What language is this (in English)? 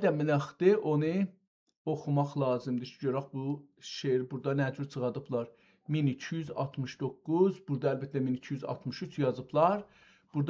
South Azerbaijani